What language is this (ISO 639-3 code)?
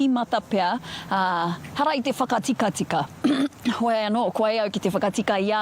mri